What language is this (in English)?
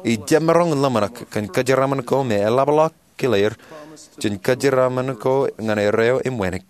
Marshallese